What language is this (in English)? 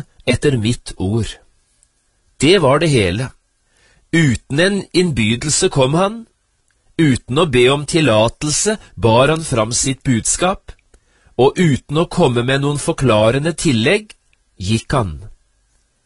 Norwegian